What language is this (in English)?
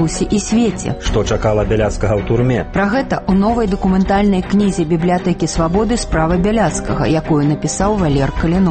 Belarusian